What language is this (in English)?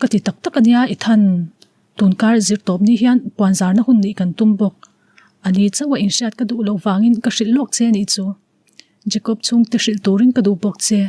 Mizo